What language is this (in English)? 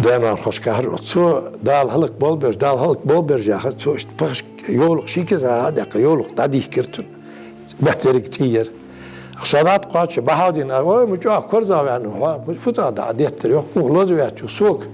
Ingush